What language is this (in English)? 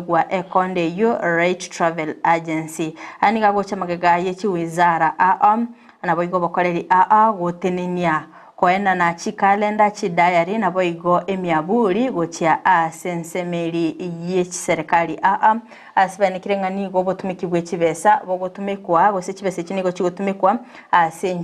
Gusii